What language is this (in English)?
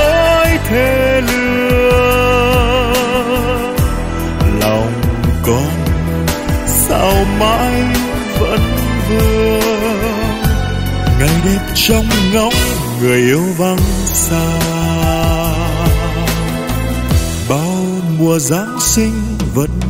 Vietnamese